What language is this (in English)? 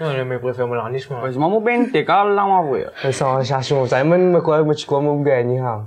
Morisyen